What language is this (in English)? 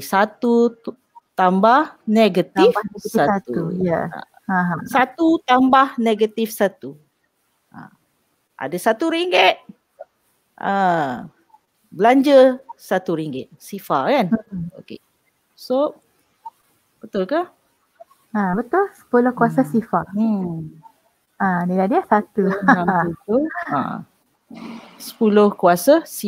Malay